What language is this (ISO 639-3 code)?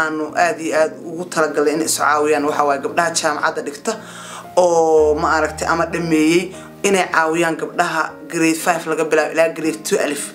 som